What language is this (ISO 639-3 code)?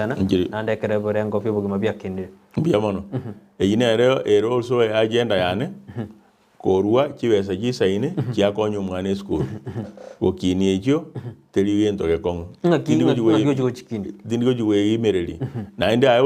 guz